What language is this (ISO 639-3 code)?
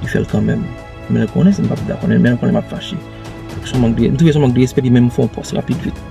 hat